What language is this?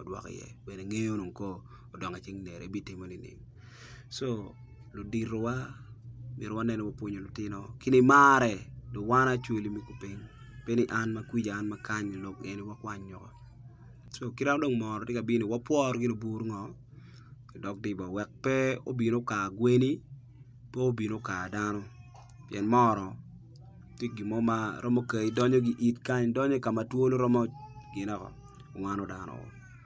Acoli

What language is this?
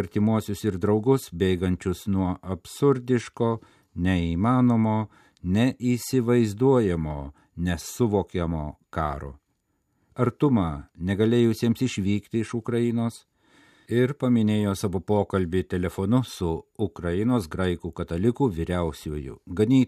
Lithuanian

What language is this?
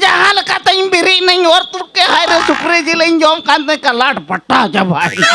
Santali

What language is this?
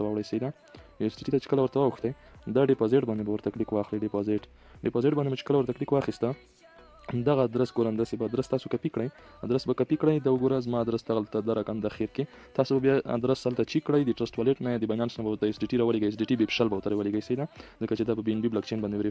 Pashto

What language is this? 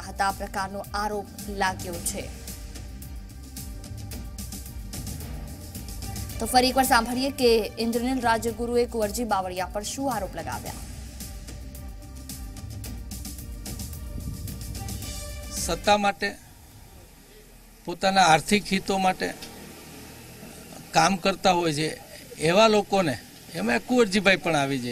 Gujarati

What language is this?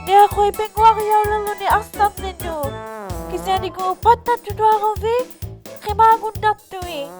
Inuktitut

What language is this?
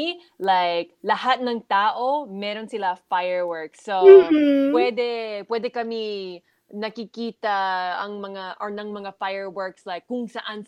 Filipino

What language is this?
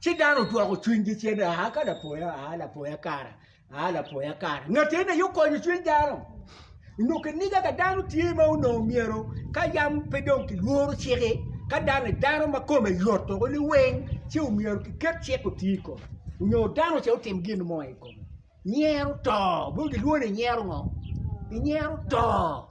Acoli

